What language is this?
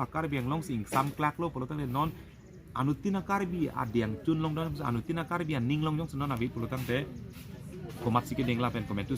Karbi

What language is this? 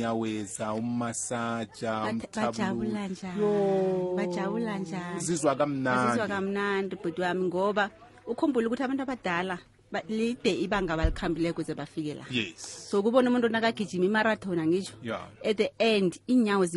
South Ndebele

